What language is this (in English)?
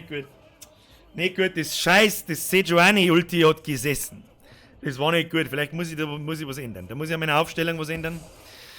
Bavarian